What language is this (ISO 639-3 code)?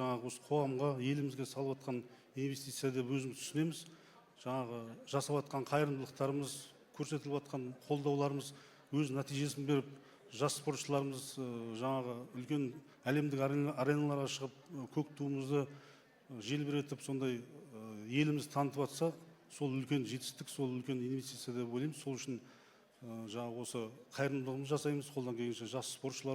kaz